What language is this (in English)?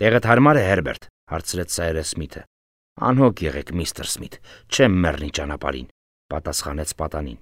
Armenian